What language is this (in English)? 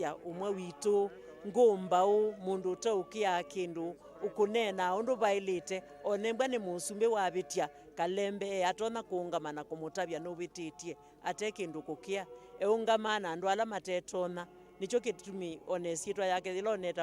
Kamba